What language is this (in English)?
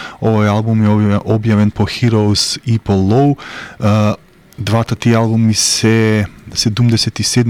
Macedonian